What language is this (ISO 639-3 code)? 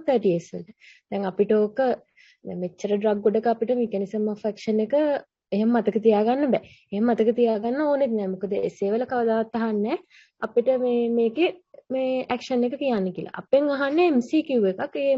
sin